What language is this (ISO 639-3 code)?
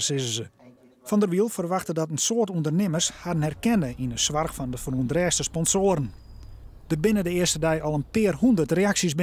fry